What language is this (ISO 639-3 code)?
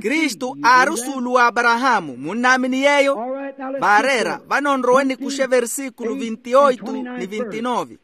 vmw